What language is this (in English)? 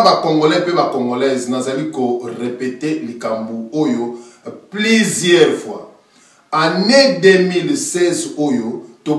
Lingala